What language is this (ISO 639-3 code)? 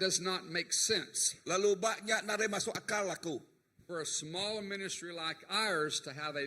iba